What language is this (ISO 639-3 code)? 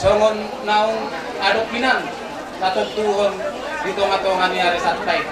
bbc